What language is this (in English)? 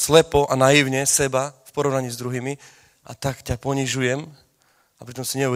Slovak